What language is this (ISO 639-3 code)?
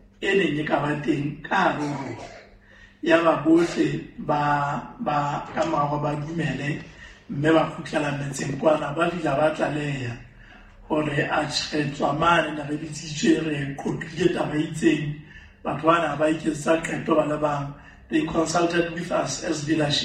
sot